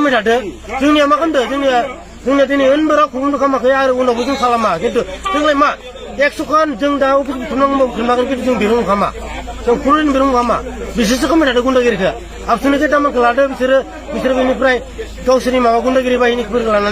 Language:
Bodo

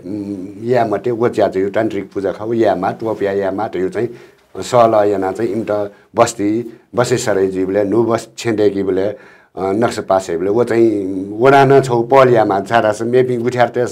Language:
Newari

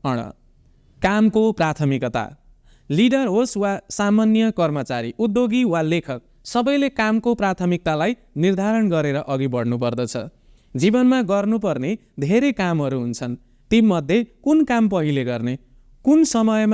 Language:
Nepali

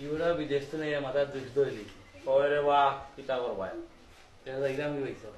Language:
Sylheti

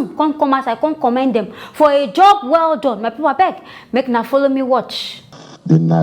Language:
Nigerian Pidgin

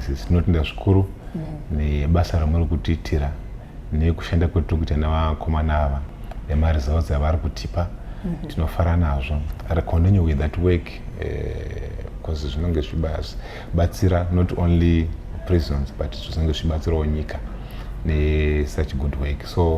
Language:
Shona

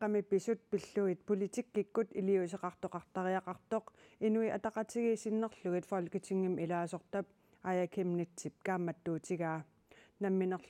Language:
Kalaallisut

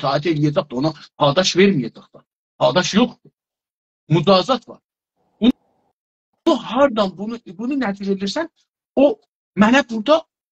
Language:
South Azerbaijani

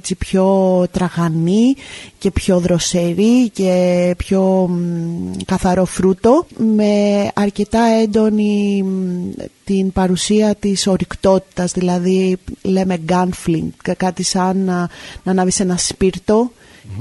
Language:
Greek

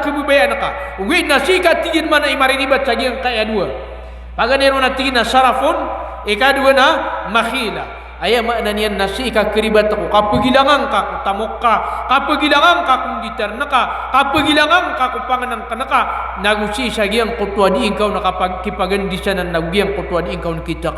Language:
Maranao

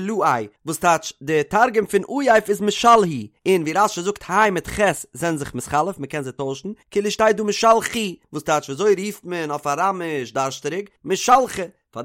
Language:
Yiddish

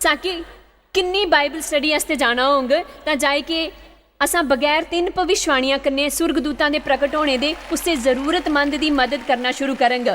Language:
Dogri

